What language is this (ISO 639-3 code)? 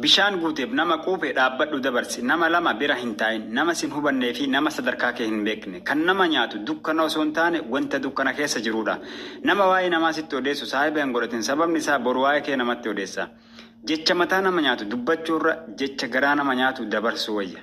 orm